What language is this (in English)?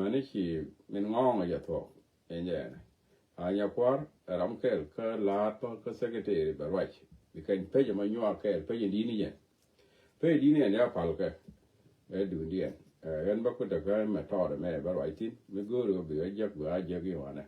Nuer